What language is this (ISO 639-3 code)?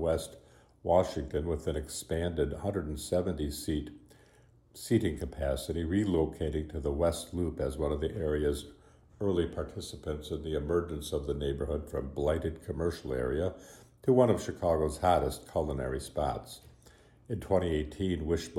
eng